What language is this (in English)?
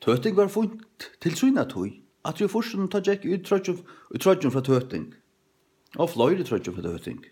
Faroese